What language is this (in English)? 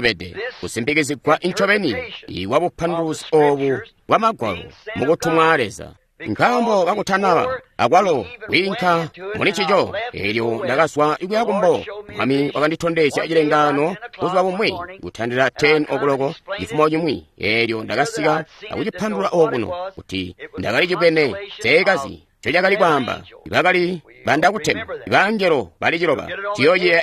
Tonga (Zambia)